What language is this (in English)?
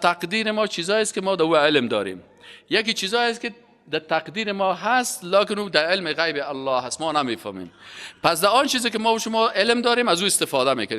Persian